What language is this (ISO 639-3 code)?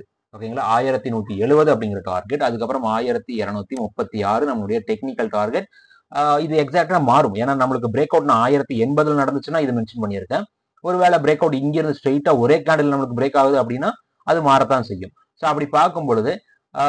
tam